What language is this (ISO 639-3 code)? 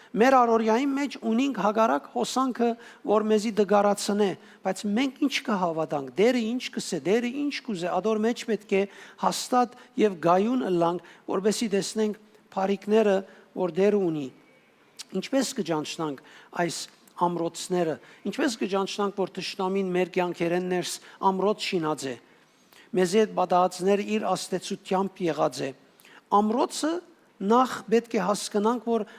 hyw